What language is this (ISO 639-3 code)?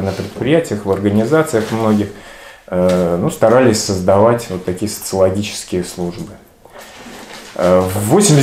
rus